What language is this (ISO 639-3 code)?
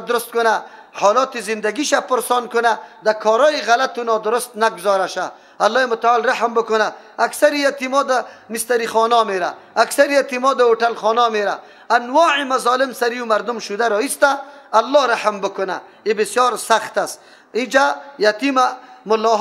fas